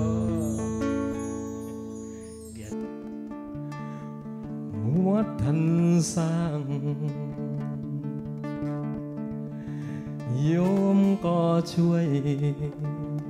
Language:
Thai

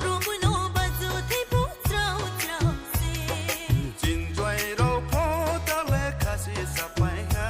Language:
Kok Borok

